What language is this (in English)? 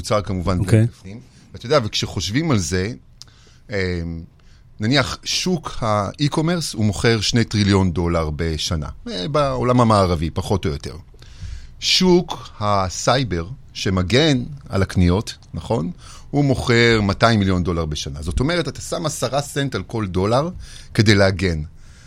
Hebrew